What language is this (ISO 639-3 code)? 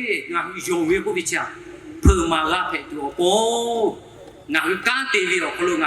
lhu